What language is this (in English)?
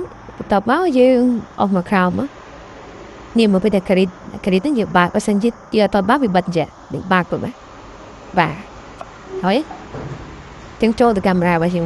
Khmer